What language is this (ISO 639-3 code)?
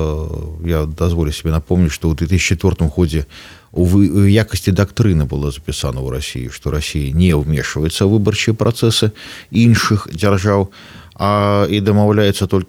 bel